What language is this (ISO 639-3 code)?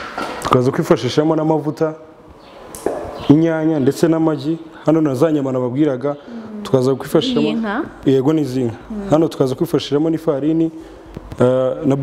kin